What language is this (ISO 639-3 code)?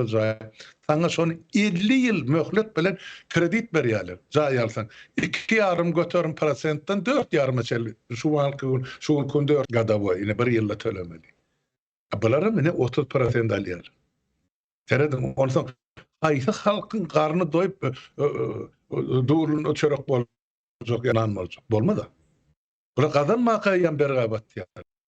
tuk